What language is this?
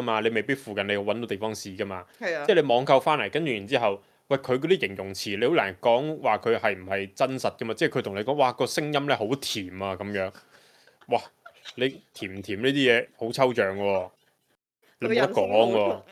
Cantonese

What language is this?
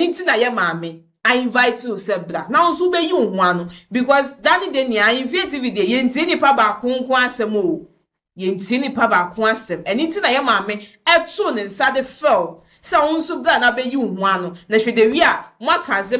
Akan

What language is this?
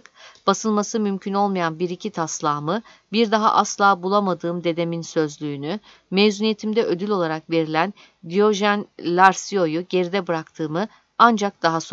Turkish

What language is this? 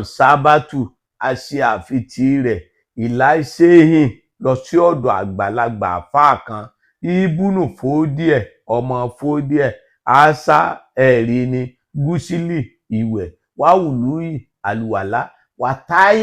Yoruba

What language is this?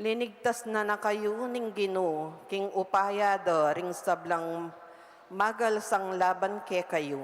Pampanga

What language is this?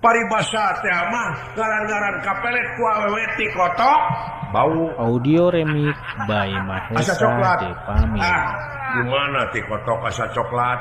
Sundanese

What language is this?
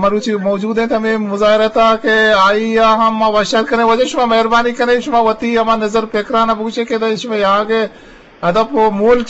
Eastern Balochi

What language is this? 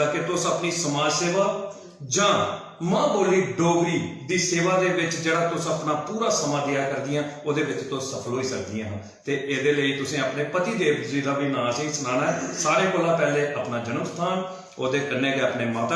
Dogri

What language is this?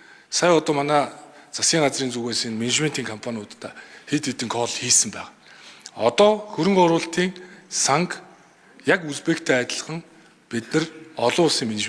Mongolian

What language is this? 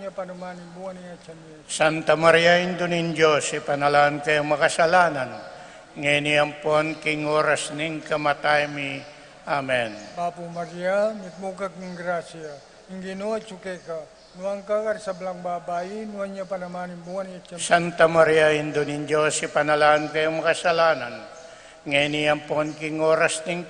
Pampanga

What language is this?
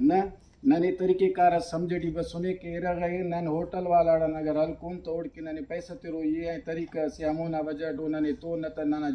Brahui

